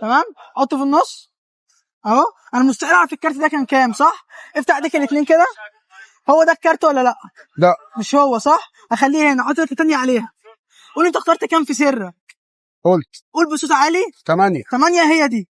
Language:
Egyptian Arabic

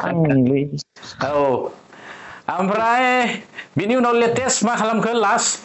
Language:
Bodo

